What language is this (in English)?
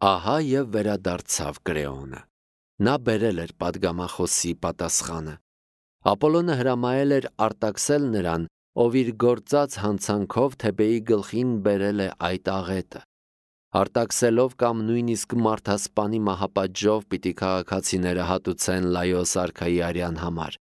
Armenian